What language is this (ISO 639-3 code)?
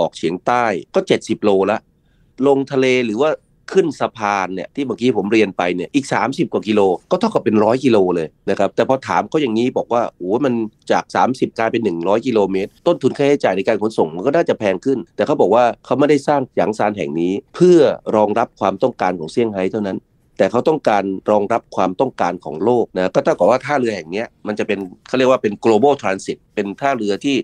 tha